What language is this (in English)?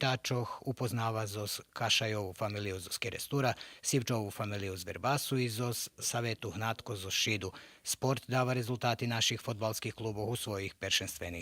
Rusyn